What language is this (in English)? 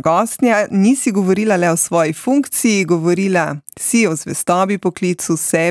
Slovenian